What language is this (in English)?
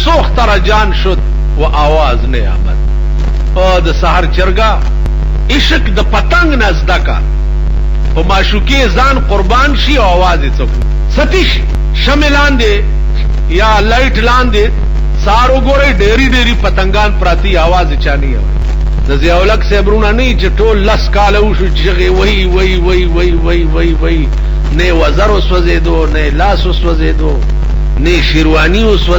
Pashto